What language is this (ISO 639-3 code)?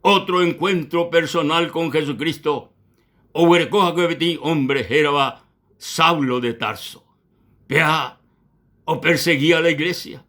grn